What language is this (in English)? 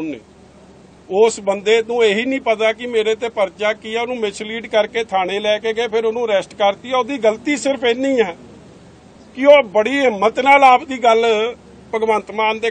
Punjabi